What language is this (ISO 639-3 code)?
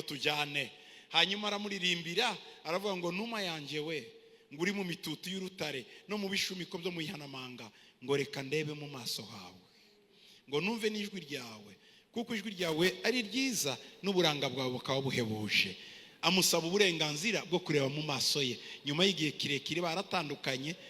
kin